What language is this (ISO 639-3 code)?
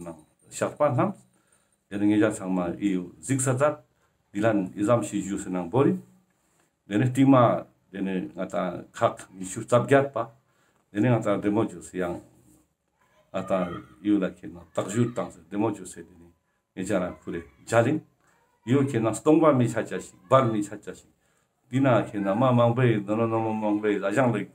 lbj